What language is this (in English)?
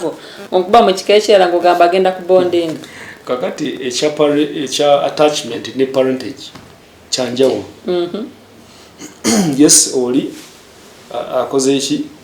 Ganda